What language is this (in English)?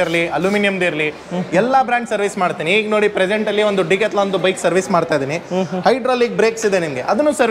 Kannada